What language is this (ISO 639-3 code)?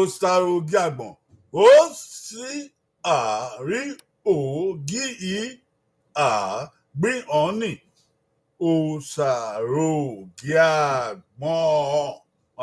bin